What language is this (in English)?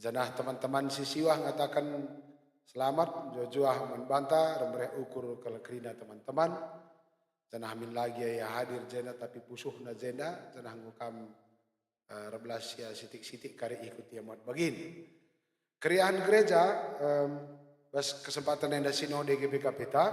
Batak Karo